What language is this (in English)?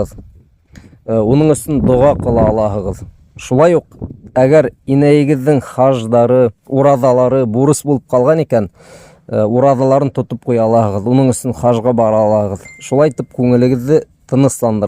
Bashkir